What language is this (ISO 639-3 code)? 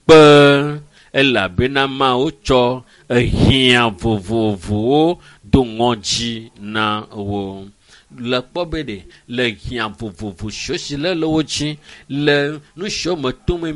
ewe